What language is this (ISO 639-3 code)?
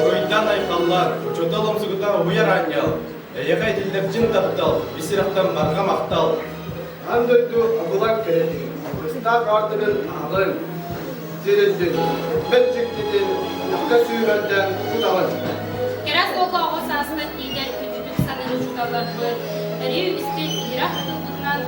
sah